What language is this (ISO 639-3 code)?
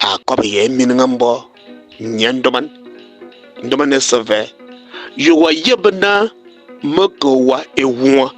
fan